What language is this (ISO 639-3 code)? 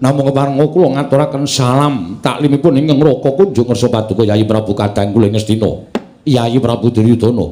jav